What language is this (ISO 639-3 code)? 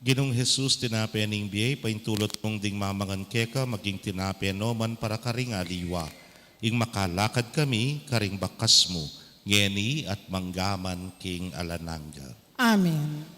pam